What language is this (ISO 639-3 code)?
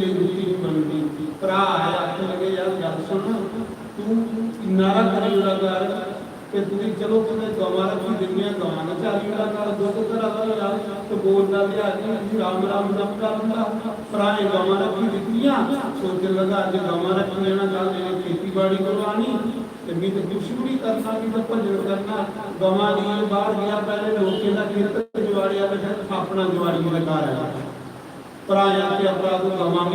doi